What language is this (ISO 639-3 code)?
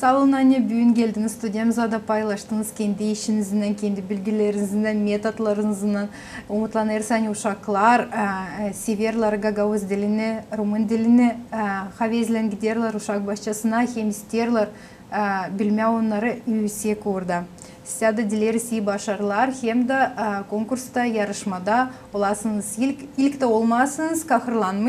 gag